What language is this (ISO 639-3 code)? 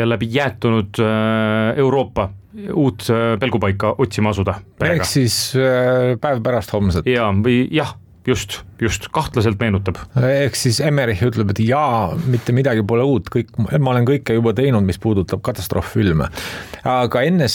est